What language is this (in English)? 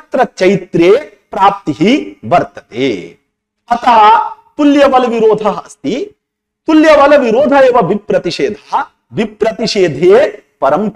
Sanskrit